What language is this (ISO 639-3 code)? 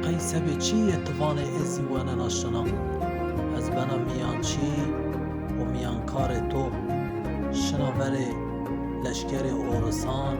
zza